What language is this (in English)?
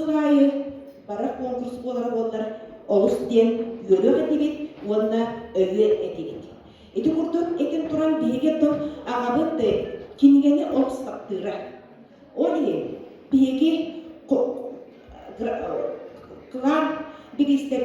Yakut